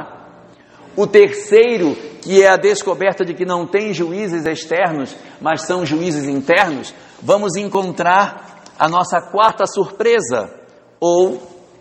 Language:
Portuguese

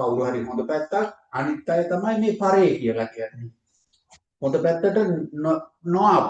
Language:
Sinhala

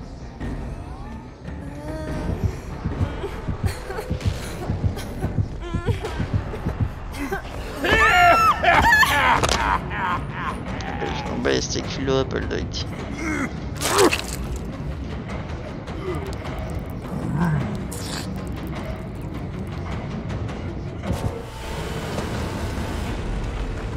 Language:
French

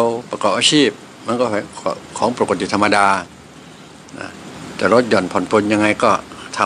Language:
Thai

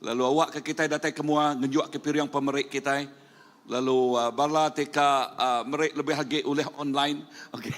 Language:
Iban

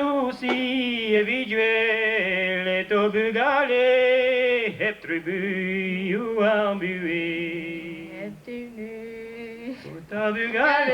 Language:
Breton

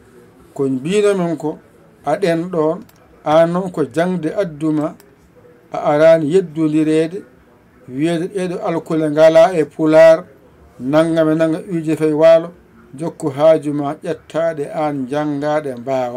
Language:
Fula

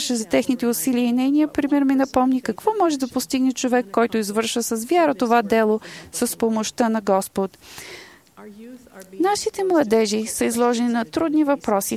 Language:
Bulgarian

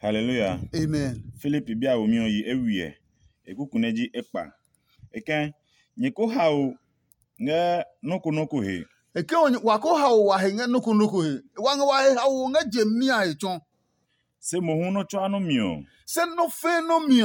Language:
Adangme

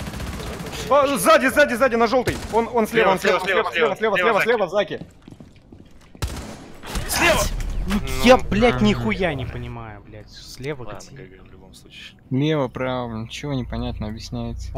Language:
Russian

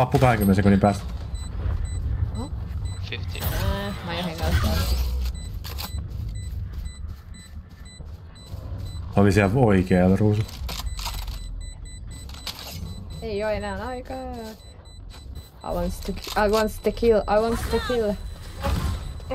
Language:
Finnish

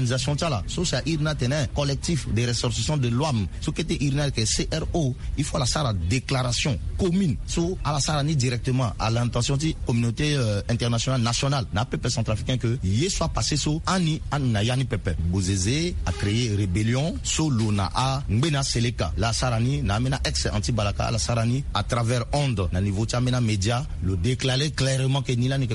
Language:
Sango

